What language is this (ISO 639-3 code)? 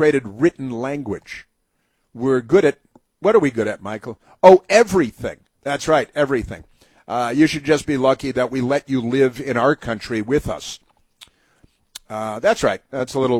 eng